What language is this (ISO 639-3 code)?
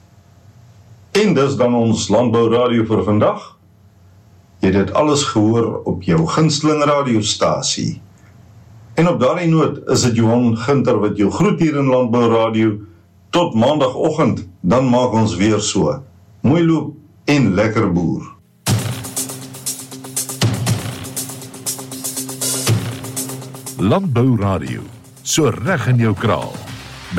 afr